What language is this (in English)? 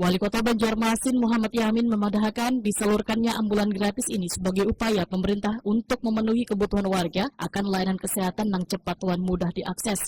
Banjar